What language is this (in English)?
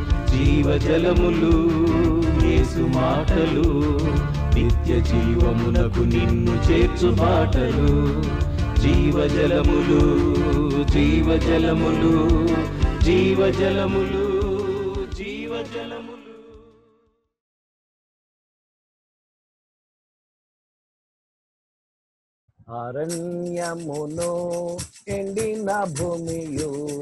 Telugu